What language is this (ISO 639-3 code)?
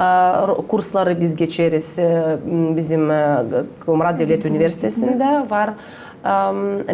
gag